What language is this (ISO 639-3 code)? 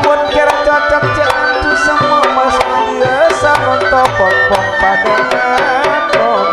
mad